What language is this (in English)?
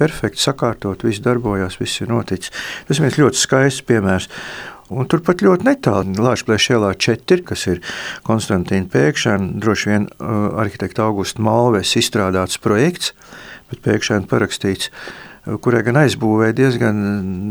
Latvian